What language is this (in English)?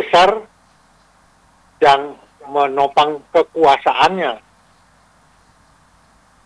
Indonesian